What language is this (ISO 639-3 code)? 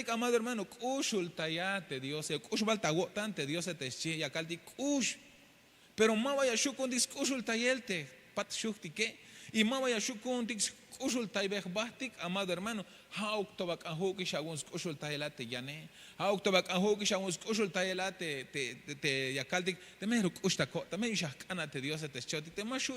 tzh